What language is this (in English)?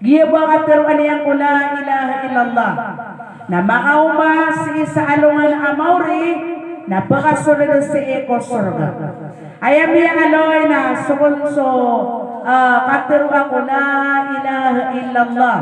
Maranao